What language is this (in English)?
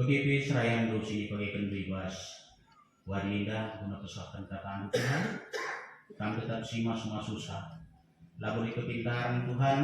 Batak Karo